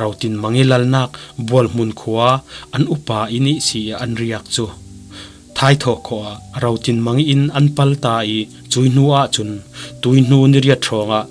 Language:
Falam Chin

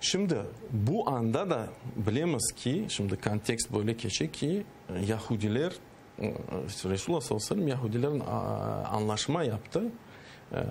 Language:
Crimean Tatar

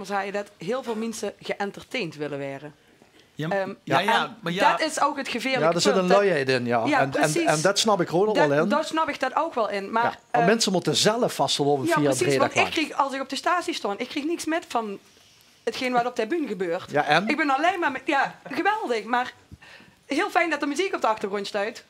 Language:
Limburgish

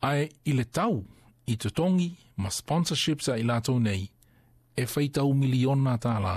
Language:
Samoan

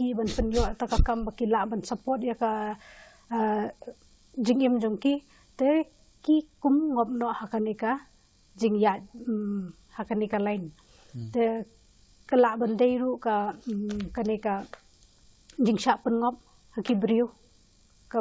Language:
Khasi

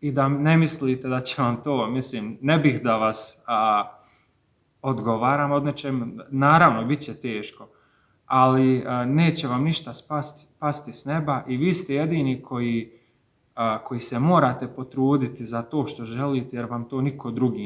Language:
Bosnian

